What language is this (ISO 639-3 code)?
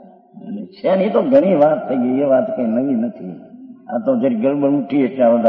guj